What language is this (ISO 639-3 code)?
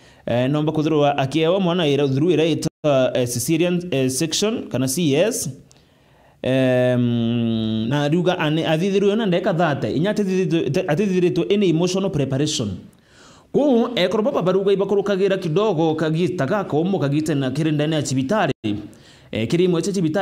mer